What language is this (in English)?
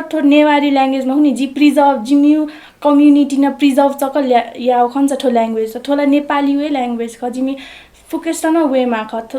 Newari